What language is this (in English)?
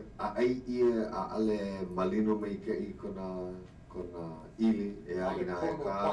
Hawaiian